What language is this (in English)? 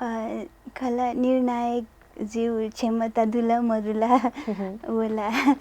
Newari